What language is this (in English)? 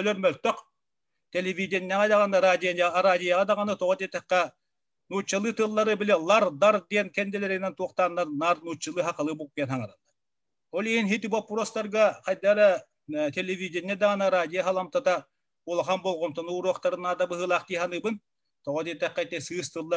Yakut